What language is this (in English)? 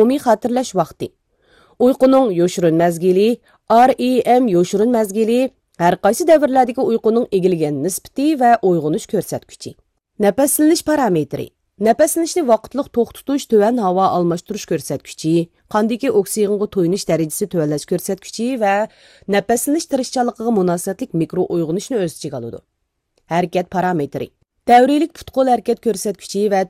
Uyghur